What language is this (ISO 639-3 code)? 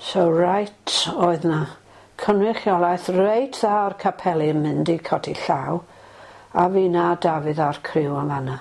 cym